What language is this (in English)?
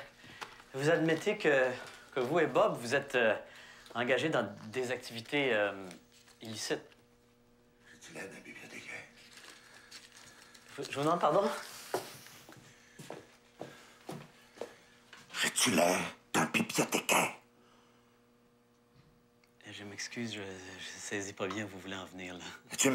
French